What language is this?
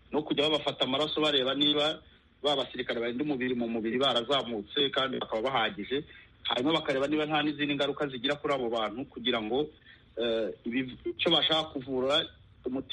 Kinyarwanda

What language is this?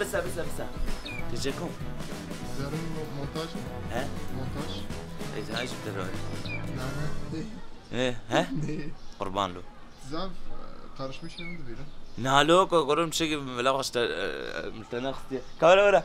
Kurdish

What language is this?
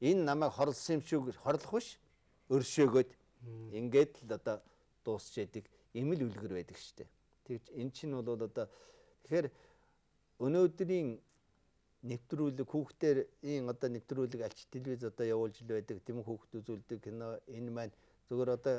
Mongolian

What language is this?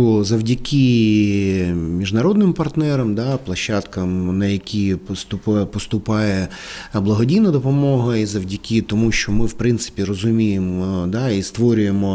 Ukrainian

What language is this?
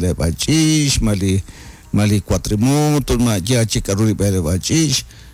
Kekchí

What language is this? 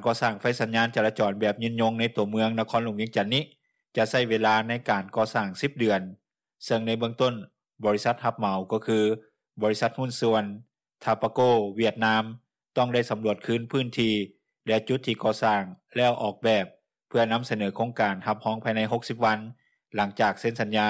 Lao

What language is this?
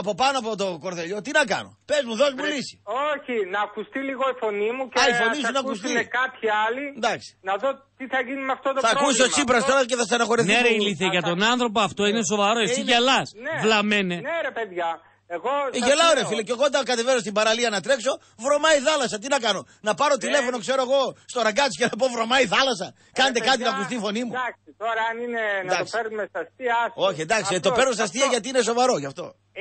Greek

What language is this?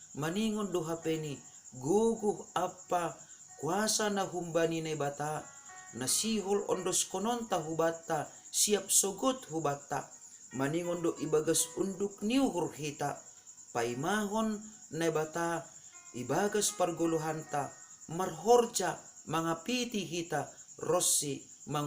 Batak Simalungun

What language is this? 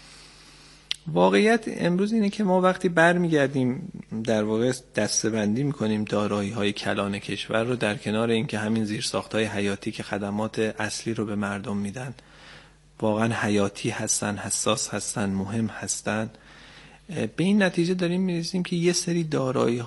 Persian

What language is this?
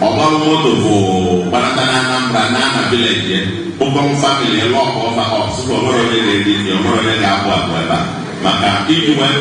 Igbo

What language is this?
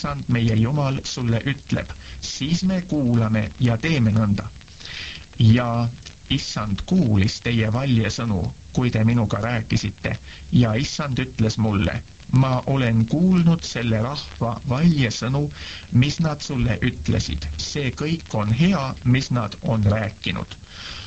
Estonian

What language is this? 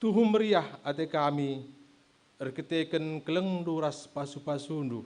Batak Karo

